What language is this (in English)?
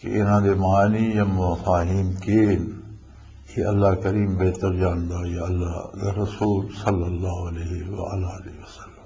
Western Panjabi